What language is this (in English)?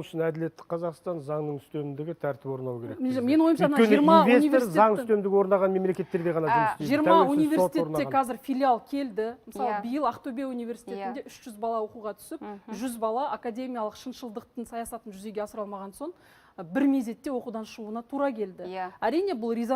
Kazakh